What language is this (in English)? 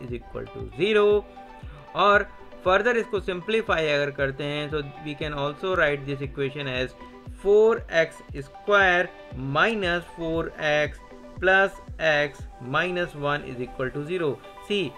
Hindi